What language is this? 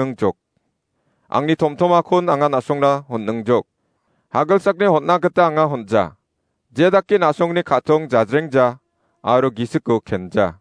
Garo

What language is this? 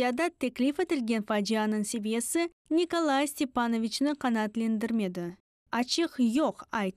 Crimean Tatar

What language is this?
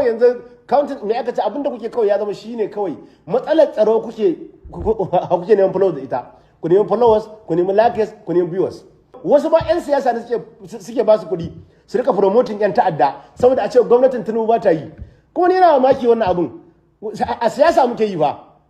Hausa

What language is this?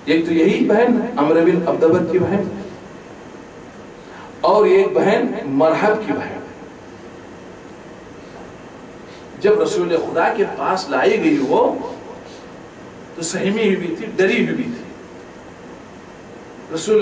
Urdu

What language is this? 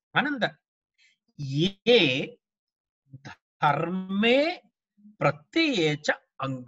Sanskrit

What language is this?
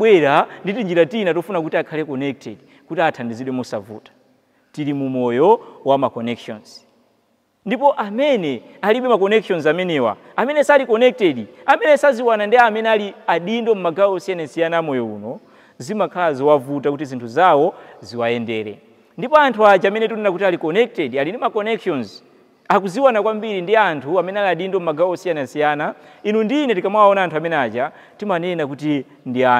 Nyanja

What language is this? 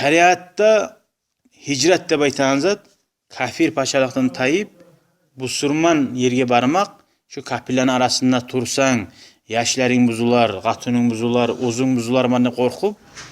Kumyk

